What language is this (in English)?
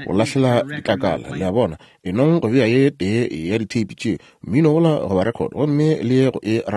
Northern Sotho